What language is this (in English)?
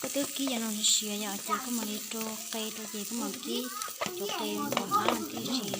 Hmong